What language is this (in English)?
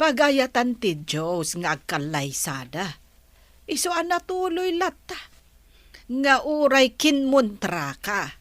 Iloko